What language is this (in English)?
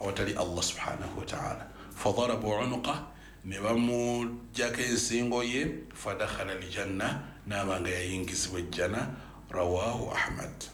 Ganda